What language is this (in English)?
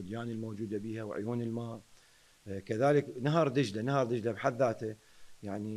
Mesopotamian Arabic